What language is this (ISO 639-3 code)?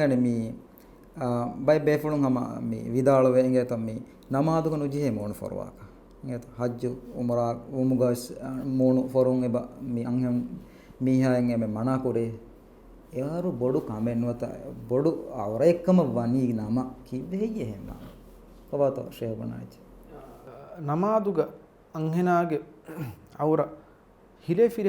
div